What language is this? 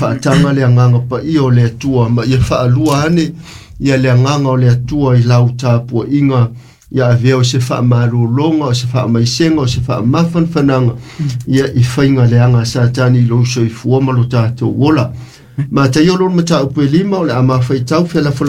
Samoan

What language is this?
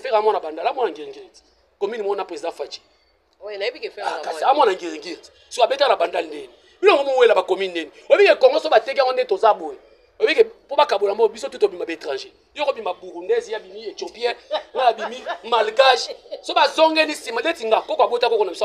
Lingala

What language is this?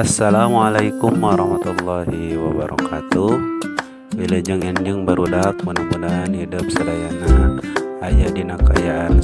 Sundanese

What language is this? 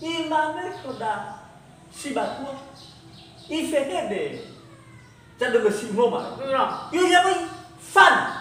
Nias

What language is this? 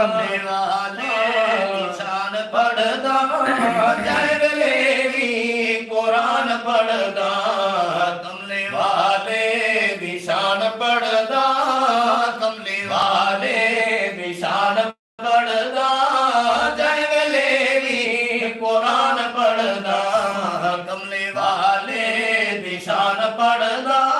Saraiki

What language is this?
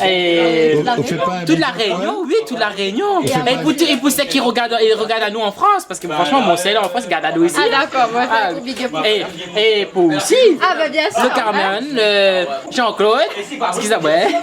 Réunion Creole French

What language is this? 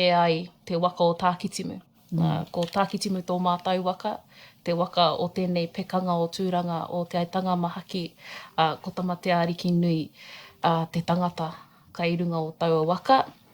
Māori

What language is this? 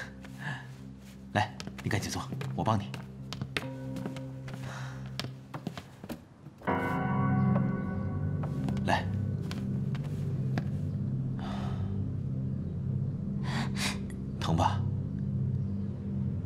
Chinese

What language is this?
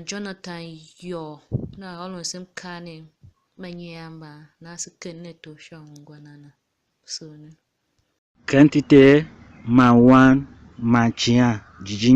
Tiv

